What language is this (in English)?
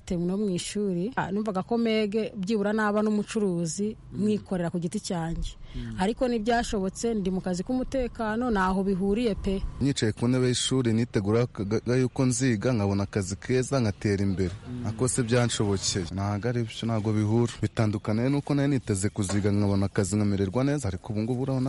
Kinyarwanda